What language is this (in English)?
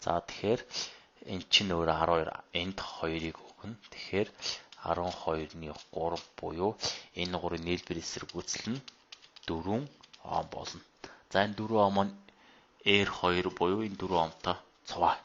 Mongolian